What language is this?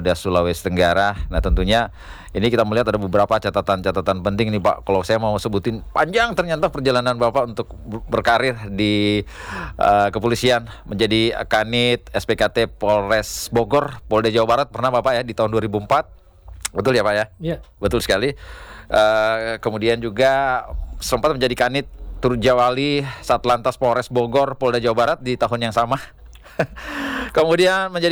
Indonesian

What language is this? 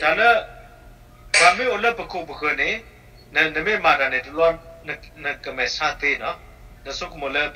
S'gaw Karen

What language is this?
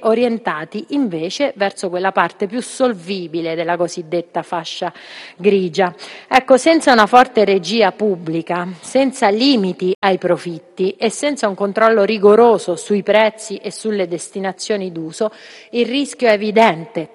Italian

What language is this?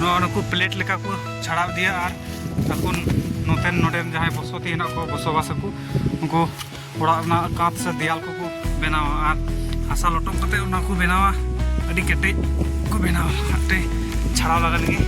Santali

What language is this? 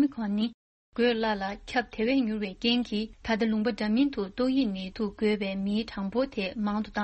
Tibetan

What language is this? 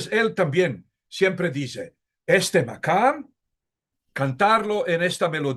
Ladino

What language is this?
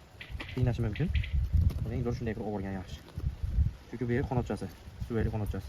Uzbek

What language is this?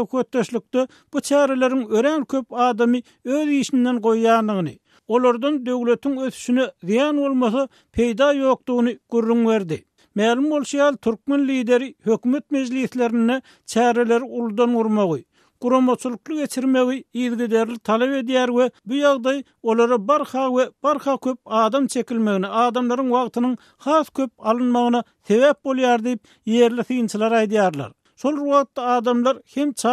Turkmen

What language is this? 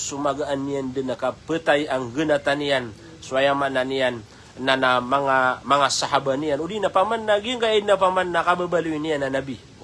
Maranao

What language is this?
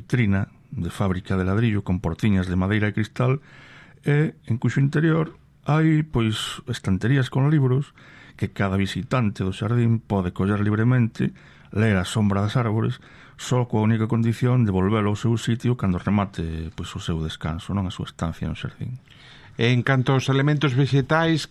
Galician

